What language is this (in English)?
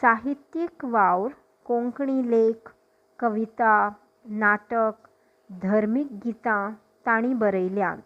Konkani